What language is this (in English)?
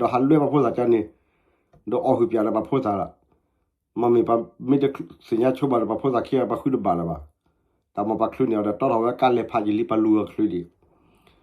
S'gaw Karen